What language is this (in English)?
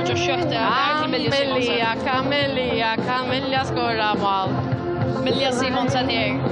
Faroese